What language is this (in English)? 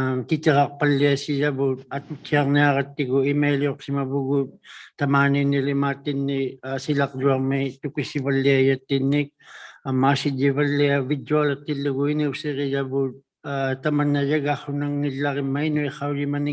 Inuktitut